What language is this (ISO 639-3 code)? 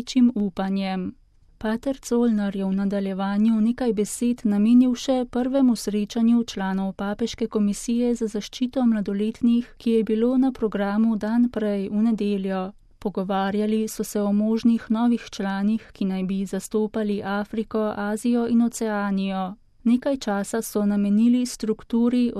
slv